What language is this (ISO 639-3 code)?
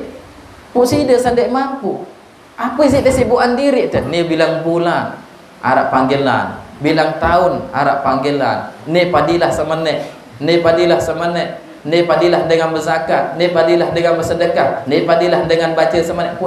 sas